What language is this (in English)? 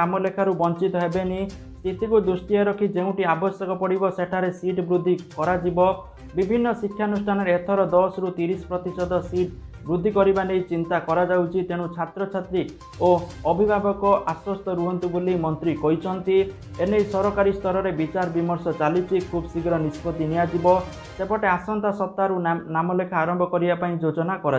Odia